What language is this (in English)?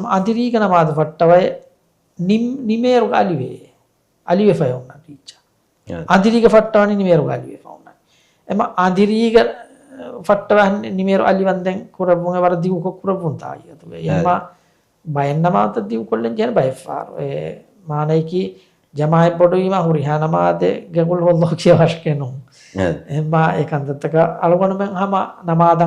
Divehi